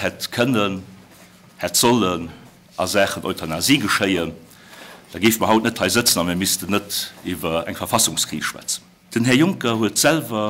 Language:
Luxembourgish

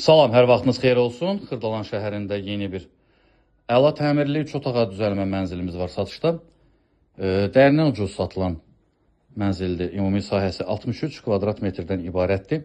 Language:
Azerbaijani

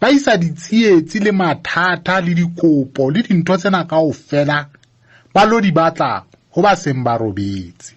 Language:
Southern Sotho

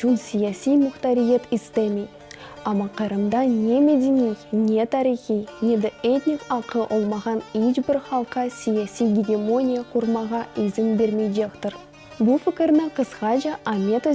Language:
Crimean Tatar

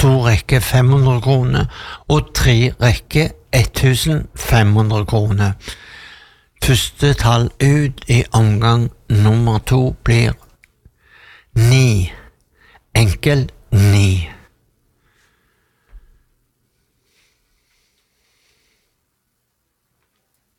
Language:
Norwegian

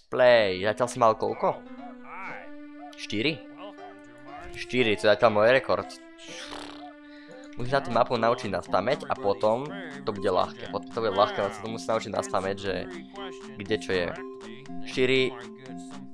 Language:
Slovak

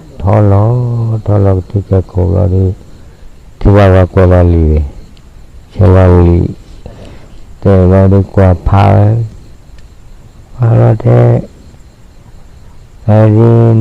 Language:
S'gaw Karen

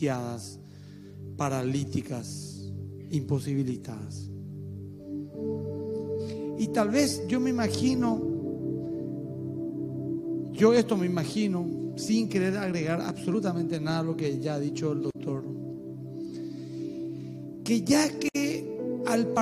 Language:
Spanish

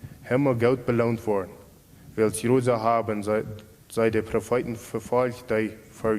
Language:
Plautdietsch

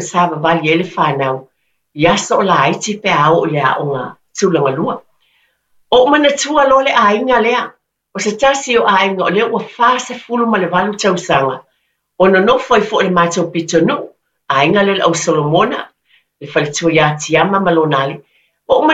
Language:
Samoan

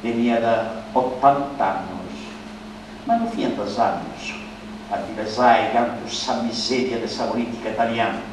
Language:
Sardinian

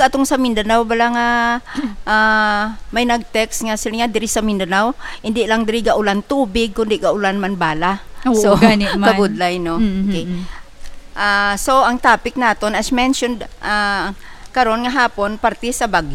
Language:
Hiligaynon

